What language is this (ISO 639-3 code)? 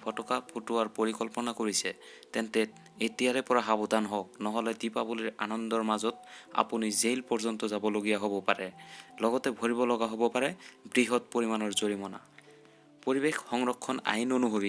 asm